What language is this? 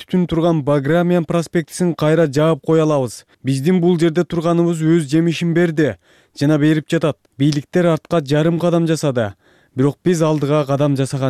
Kyrgyz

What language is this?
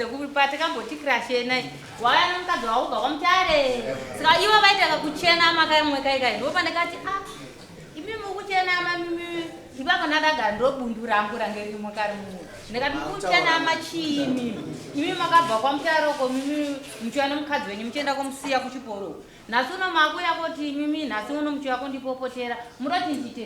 Shona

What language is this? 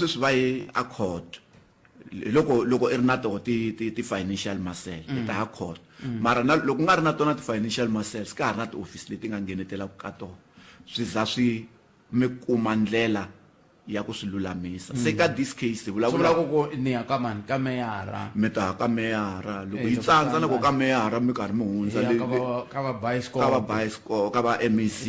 Tsonga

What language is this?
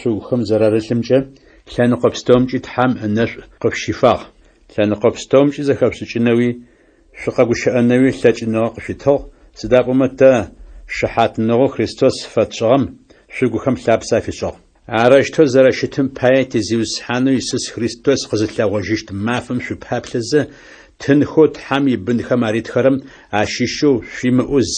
Adyghe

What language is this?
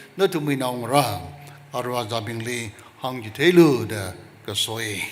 Tangkhul Naga (India)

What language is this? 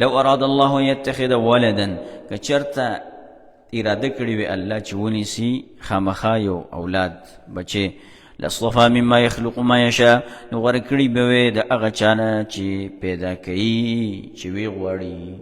Pashto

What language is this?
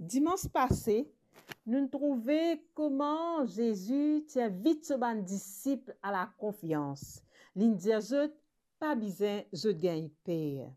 Morisyen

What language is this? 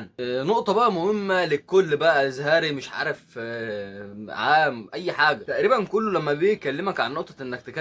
Egyptian Arabic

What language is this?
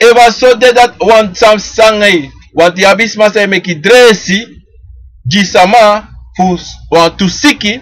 Sranan Tongo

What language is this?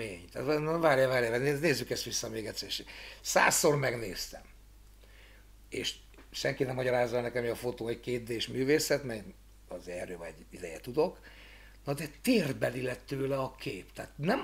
Hungarian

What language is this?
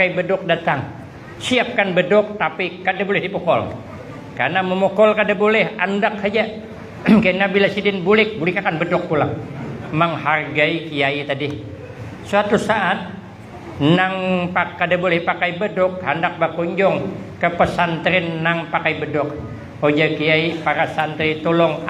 Banjar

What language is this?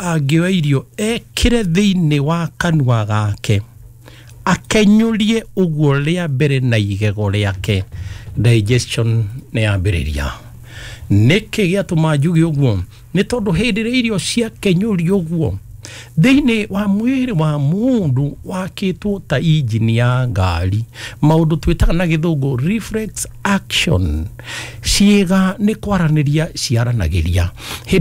Kikuyu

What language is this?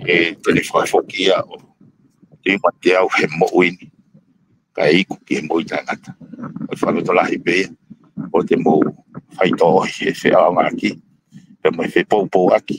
Tongan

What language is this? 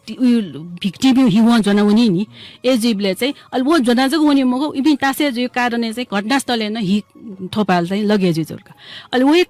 Newari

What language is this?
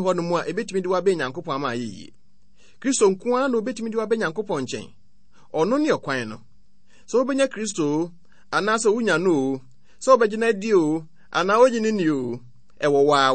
Akan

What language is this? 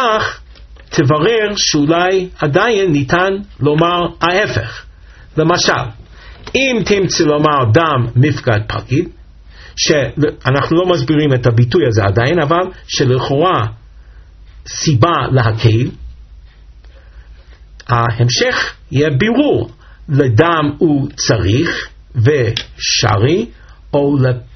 Hebrew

